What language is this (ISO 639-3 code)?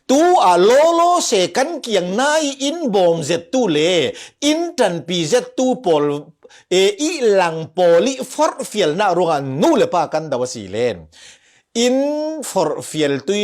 cfm